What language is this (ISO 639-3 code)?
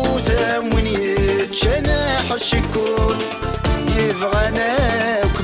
kab